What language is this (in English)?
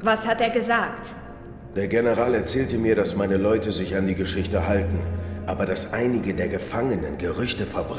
Swiss German